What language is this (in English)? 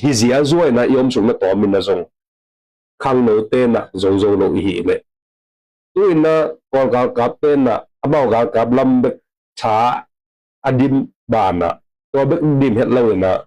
Tedim Chin